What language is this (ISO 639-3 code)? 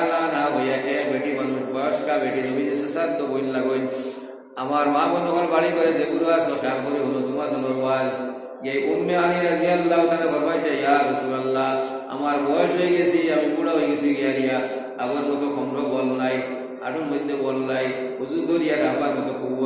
syl